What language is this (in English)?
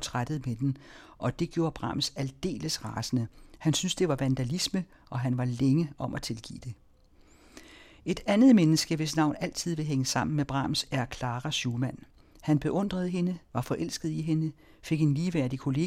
Danish